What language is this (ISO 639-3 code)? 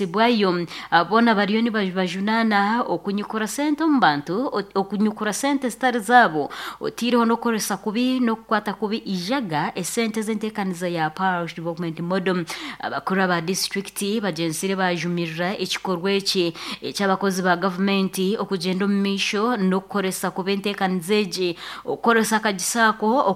nyo